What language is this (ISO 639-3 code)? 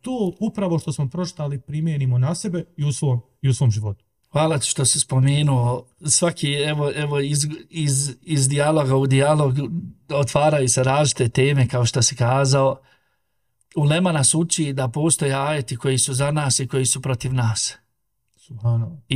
bos